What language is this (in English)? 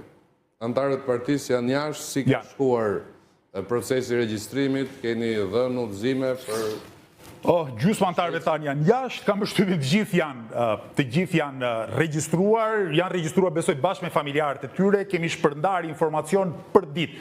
Albanian